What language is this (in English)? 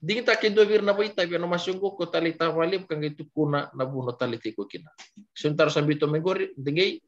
Fijian